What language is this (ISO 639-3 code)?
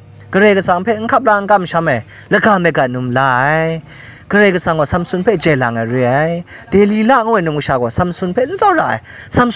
kac